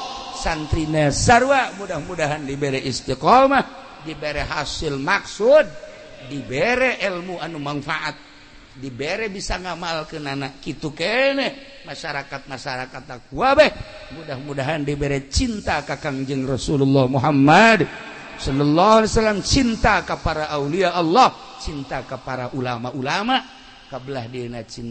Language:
Sundanese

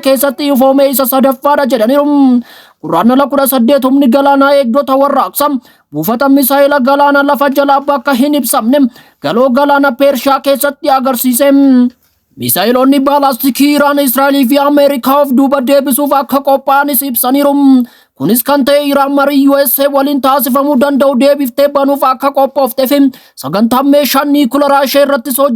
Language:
Oromo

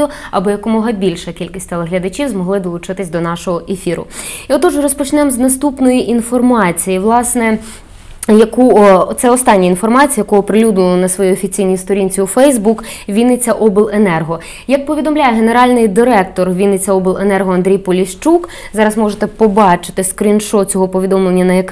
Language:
Ukrainian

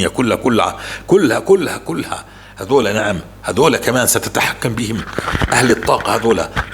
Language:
North Levantine Arabic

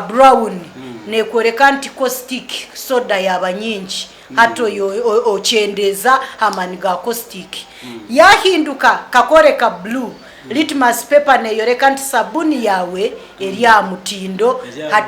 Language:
Nyankole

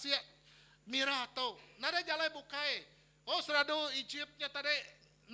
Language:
Iban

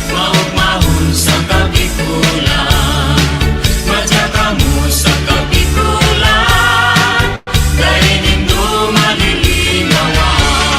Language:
Bikol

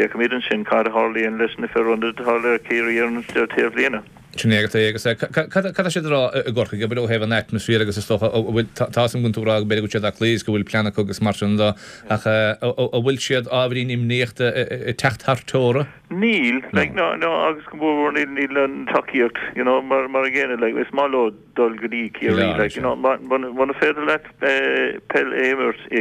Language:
Irish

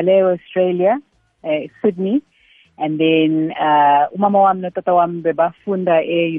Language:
South Ndebele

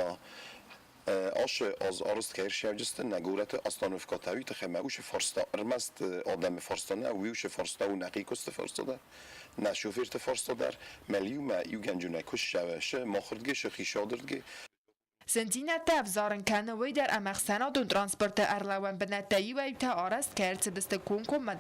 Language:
Ossetic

